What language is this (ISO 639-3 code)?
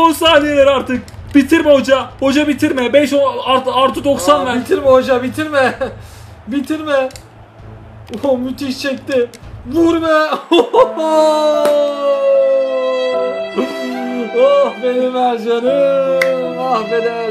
tur